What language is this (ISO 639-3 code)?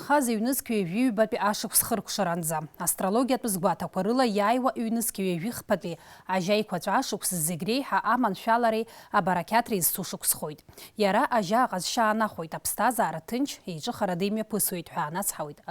abk